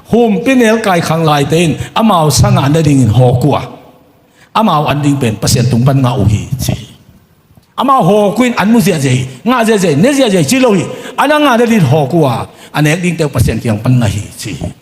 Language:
Tedim Chin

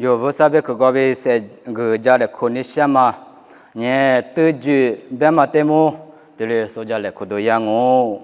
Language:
Lisu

